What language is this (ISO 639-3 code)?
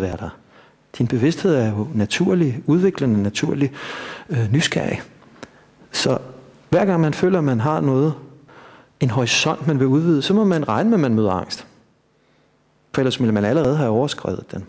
dan